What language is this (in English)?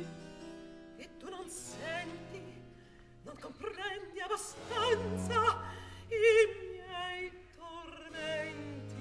Italian